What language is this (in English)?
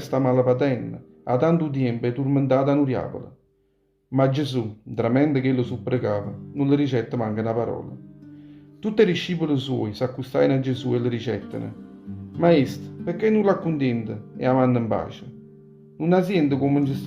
Neapolitan